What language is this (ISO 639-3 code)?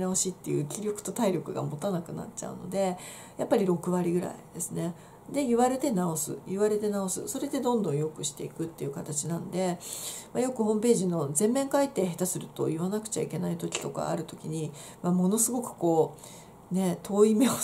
jpn